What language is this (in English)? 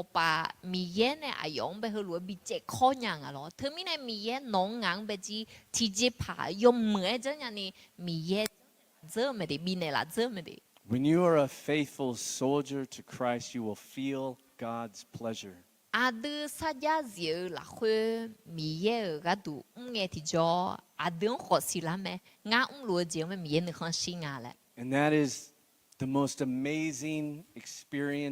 Akha